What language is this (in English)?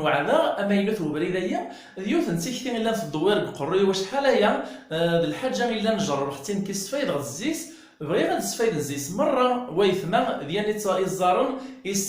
Kabyle